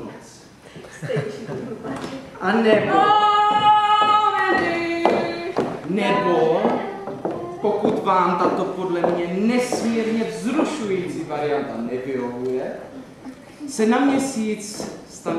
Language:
Czech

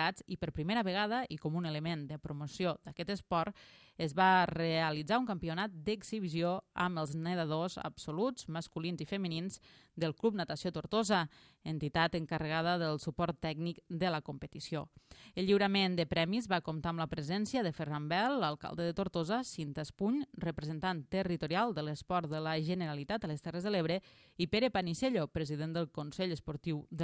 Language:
Catalan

